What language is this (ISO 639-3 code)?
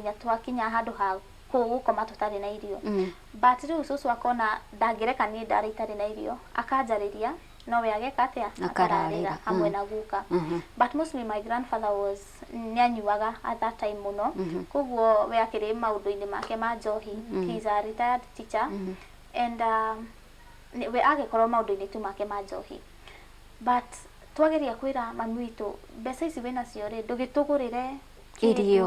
kik